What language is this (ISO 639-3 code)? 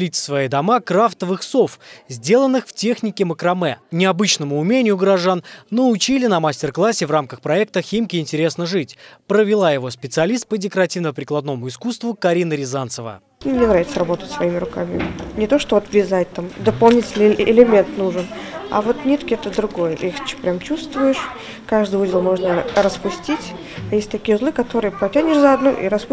rus